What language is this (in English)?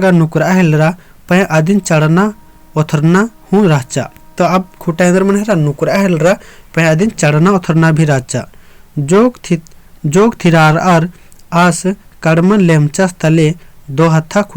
Kurukh